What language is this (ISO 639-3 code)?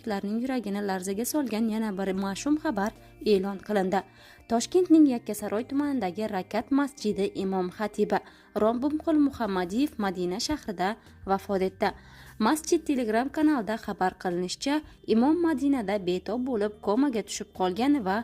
uzb